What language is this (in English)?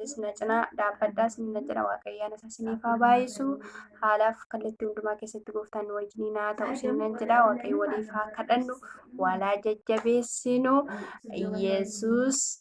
Oromo